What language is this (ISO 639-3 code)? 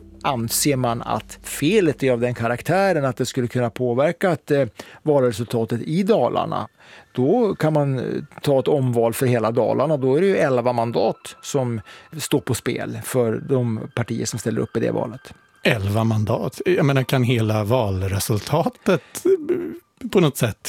swe